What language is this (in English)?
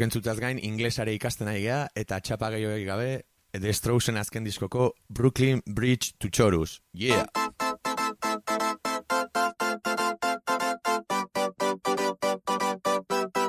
Basque